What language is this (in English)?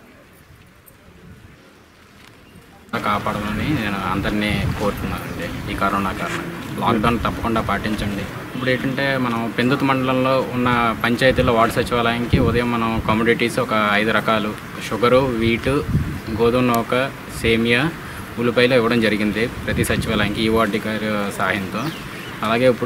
Telugu